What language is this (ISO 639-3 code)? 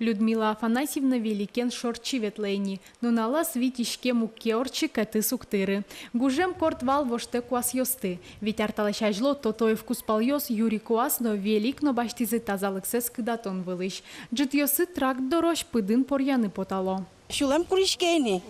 udm